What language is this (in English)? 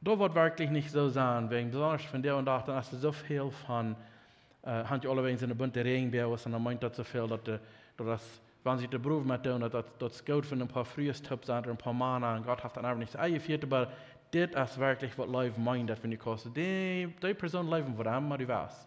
Plautdietsch